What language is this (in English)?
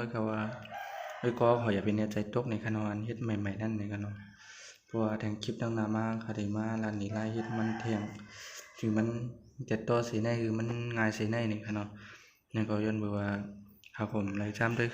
Shan